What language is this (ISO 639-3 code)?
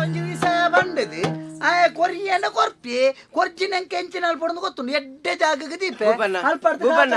tcy